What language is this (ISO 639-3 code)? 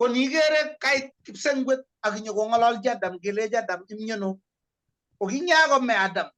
kln